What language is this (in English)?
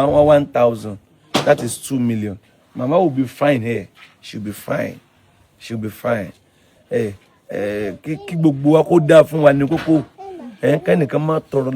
Yoruba